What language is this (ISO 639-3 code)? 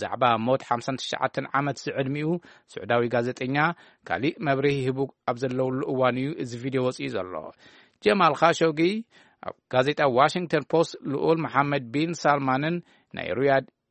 tir